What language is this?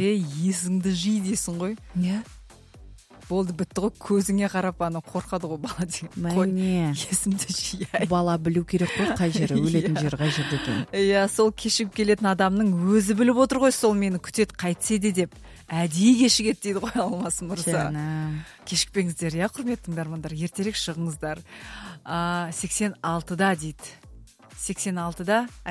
Kazakh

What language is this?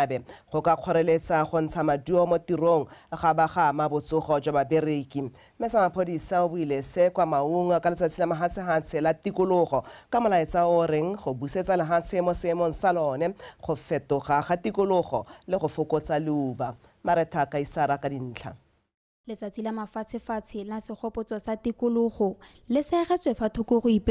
Tswana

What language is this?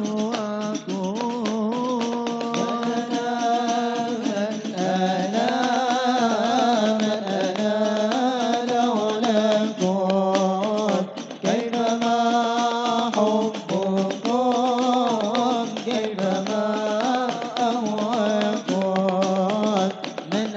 Arabic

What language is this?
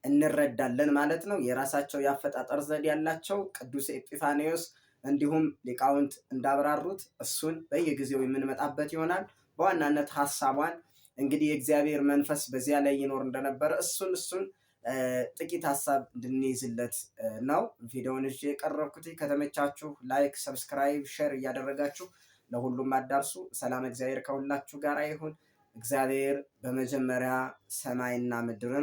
Amharic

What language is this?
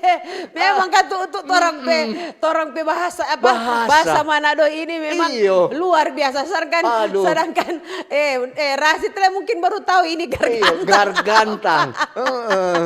Manado Malay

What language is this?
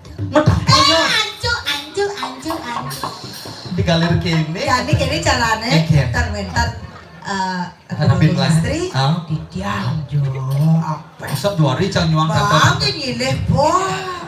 Balinese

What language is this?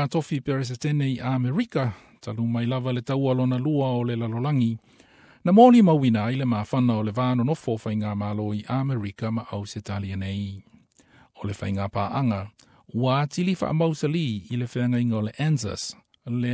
Samoan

